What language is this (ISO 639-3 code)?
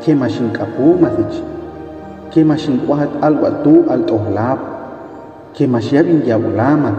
hus